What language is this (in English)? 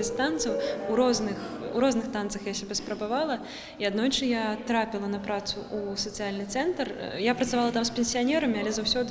Belarusian